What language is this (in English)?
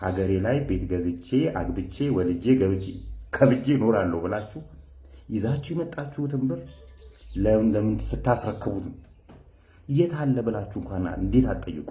Amharic